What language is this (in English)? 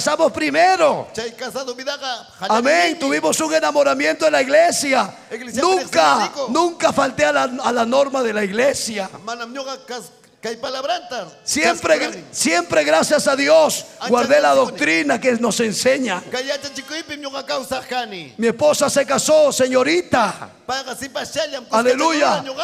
Ayacucho Quechua